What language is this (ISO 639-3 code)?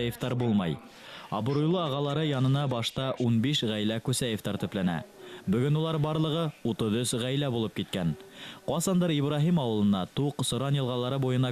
bak